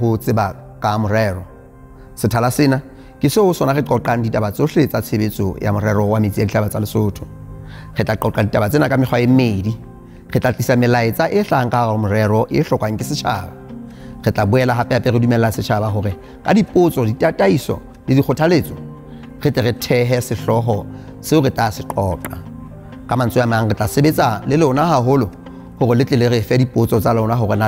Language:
Southern Sotho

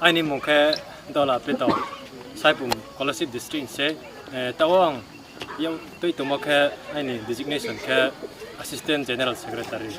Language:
Riang (India)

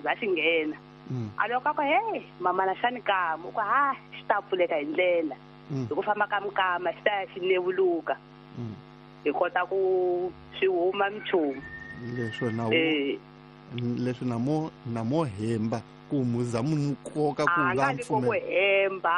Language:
Tsonga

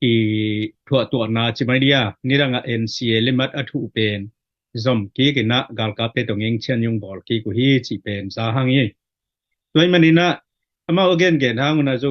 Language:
Tedim Chin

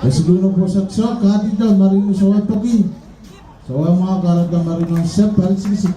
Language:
Pohnpeian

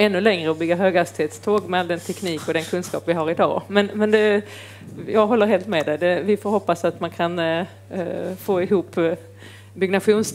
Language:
Swedish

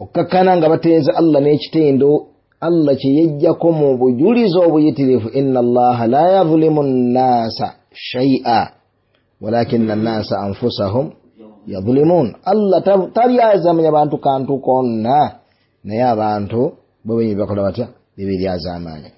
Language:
Ganda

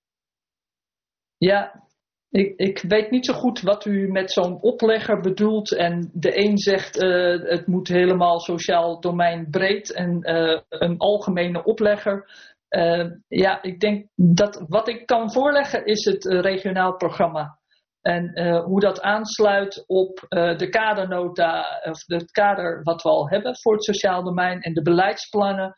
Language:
Dutch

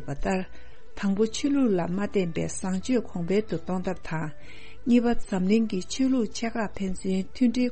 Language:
Tibetan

